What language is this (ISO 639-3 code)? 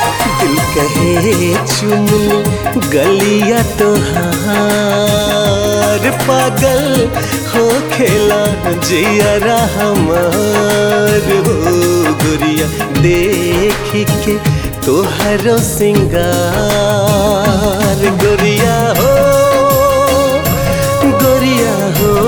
bho